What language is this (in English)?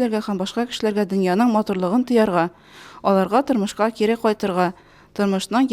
Tatar